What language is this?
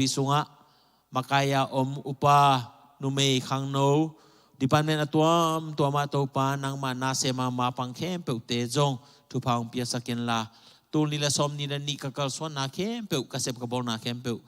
Tedim Chin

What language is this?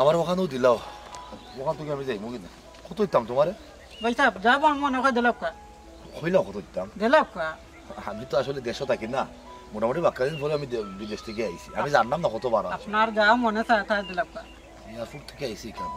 Sylheti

